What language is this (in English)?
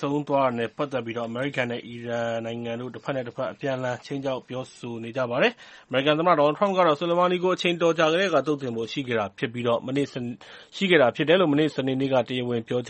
Burmese